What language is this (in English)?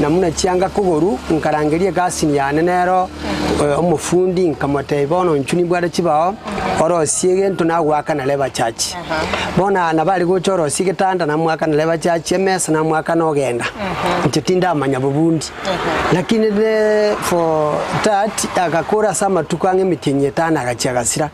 Gusii